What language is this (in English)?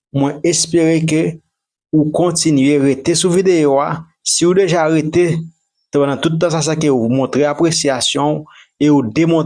Haitian Creole